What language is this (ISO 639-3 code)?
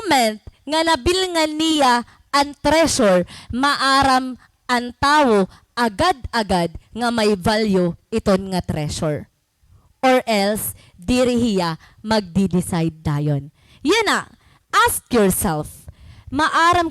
war